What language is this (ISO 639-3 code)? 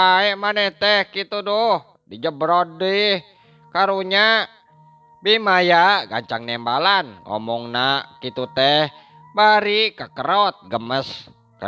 sun